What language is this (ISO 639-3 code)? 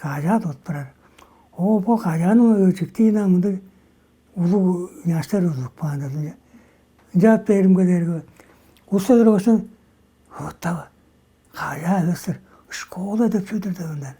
tyv